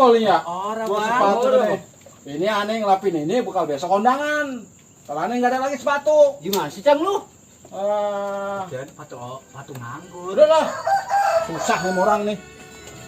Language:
Betawi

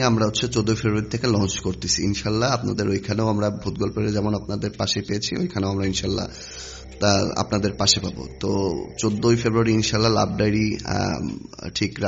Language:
Bangla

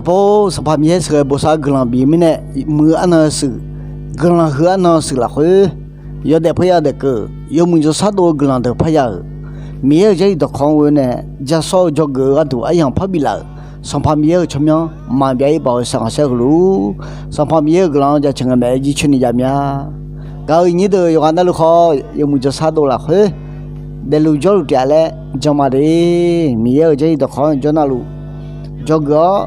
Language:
Akha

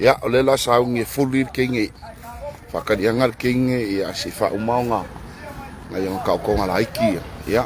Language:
Samoan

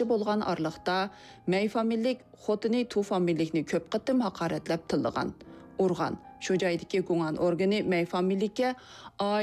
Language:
Uyghur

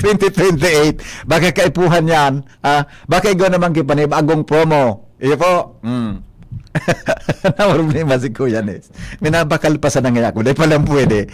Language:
Bikol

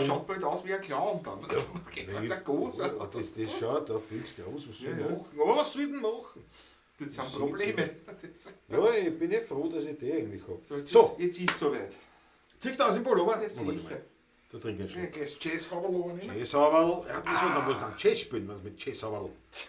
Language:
Bavarian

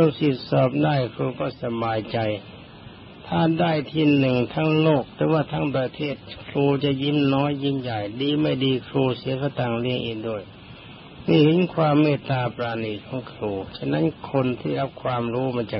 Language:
Thai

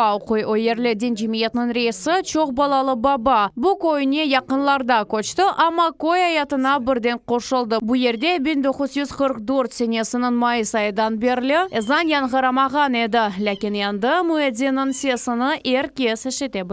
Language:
Crimean Tatar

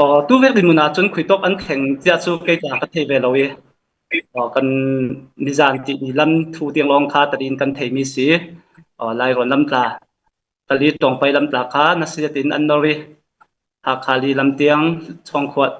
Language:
Falam Chin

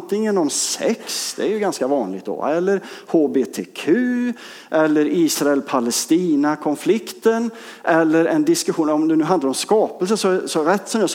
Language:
Swedish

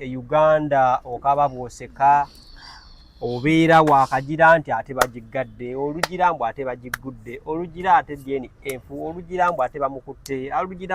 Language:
Ganda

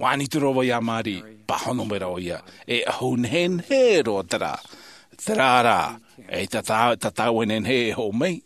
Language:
Tahitian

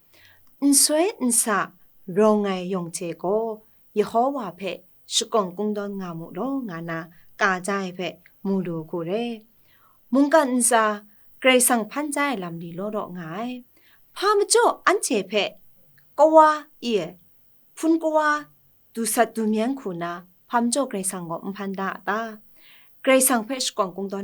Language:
Kachin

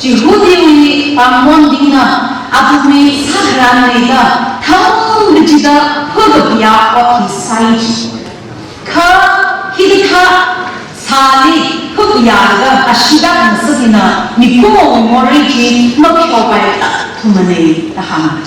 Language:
Tangkhul Naga (India)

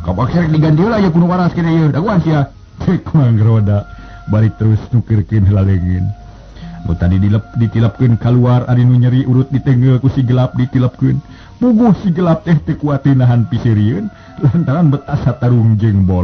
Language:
Sundanese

